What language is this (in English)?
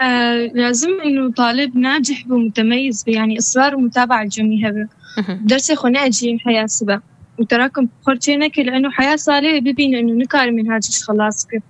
Kurdish